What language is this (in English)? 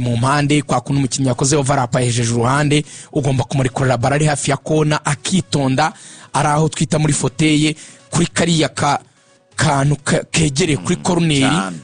Kinyarwanda